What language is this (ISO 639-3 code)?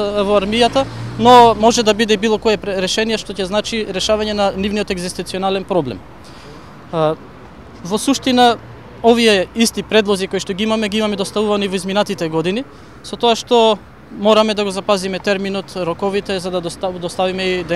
mkd